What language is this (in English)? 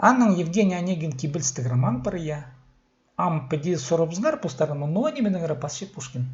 Khakas